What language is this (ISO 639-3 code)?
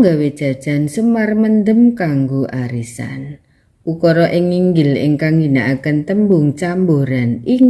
jav